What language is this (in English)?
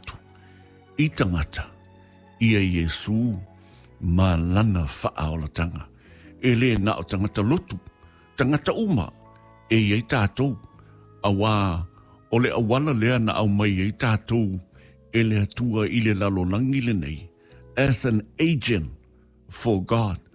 Samoan